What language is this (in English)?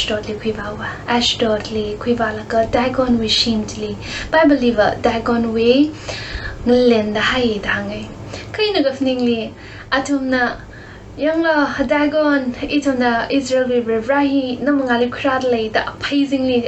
Tangkhul Naga (India)